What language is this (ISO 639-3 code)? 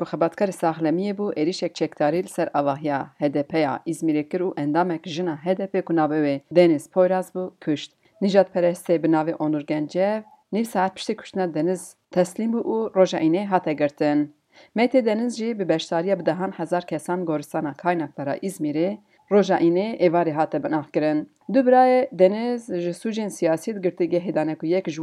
kur